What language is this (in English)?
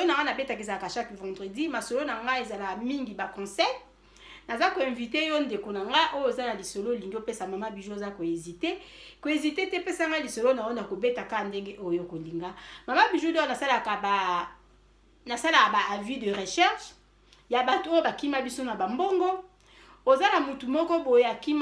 Lingala